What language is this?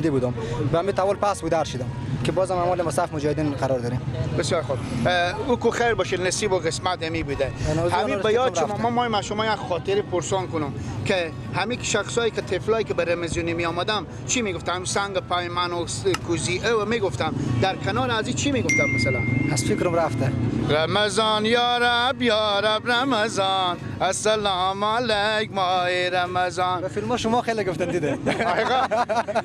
Persian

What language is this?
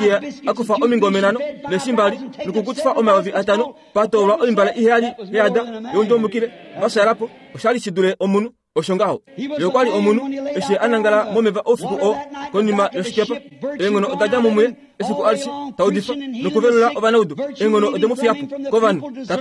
Kuanyama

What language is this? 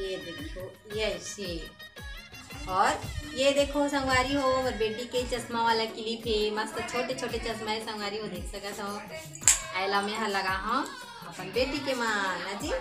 Chhattisgarhi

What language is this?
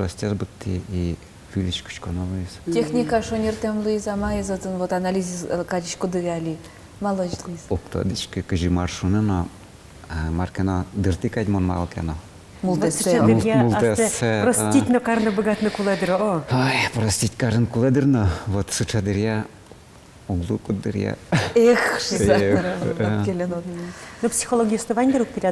Udmurt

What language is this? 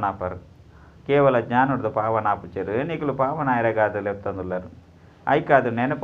Tulu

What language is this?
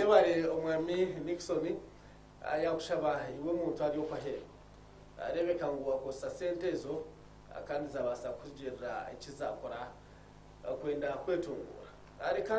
Nyankole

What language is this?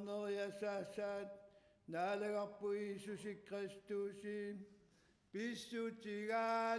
Kalaallisut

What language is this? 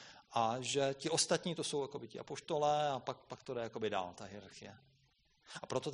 Czech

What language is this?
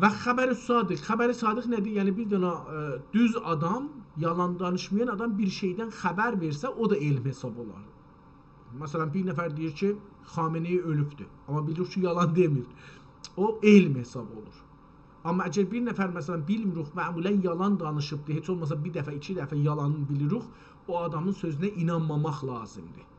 South Azerbaijani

